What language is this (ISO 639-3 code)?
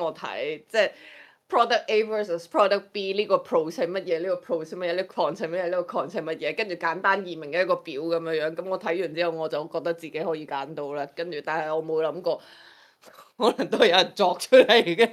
yue